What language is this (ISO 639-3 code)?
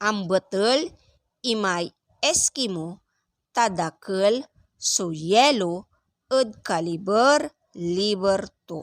pag